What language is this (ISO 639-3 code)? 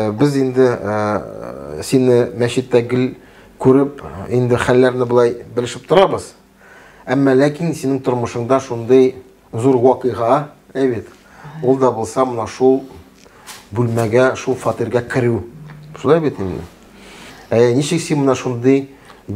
tat